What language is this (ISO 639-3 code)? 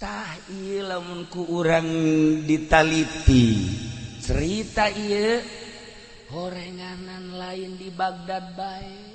sun